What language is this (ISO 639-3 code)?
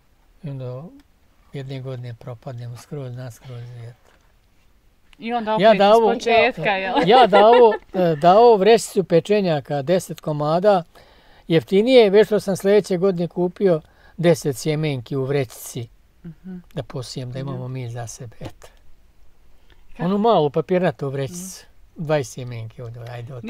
bos